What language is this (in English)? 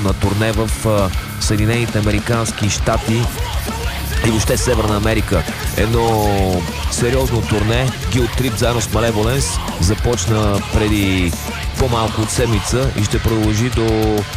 Bulgarian